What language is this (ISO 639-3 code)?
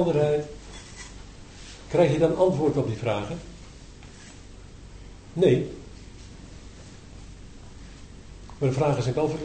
nld